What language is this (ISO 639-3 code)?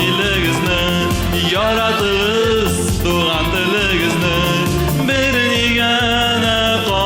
tat